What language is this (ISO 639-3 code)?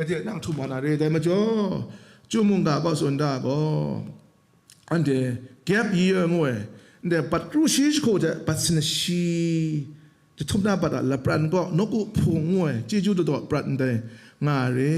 kac